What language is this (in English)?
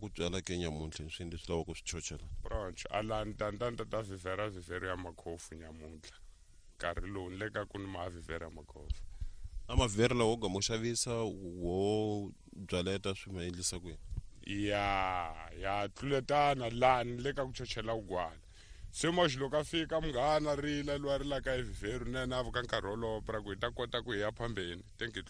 Tsonga